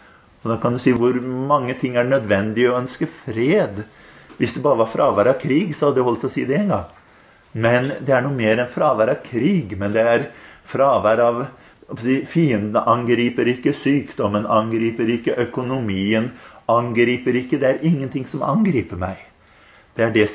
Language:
Norwegian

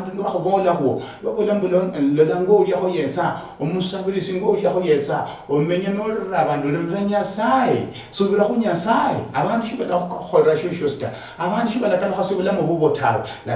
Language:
Luyia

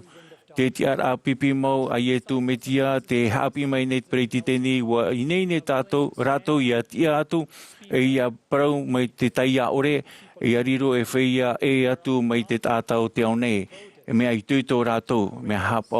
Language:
Tahitian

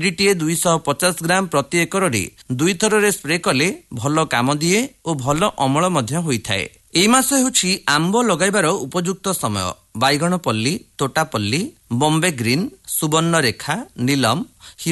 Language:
Odia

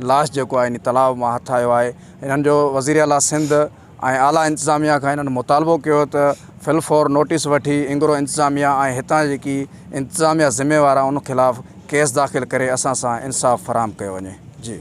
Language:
Sindhi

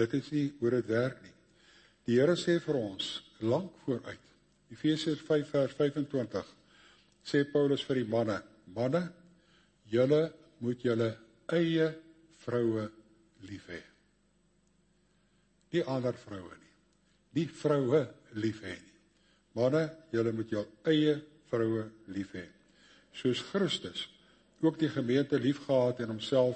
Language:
Afrikaans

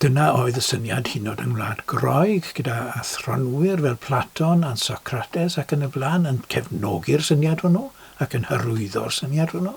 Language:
Welsh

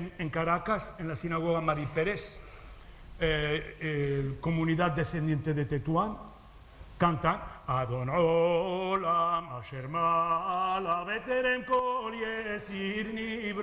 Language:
Ladino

